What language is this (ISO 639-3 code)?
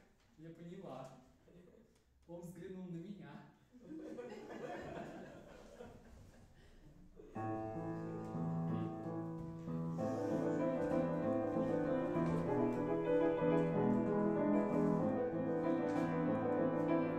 rus